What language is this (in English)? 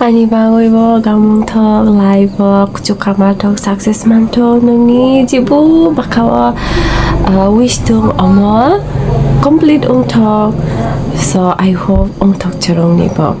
Kok Borok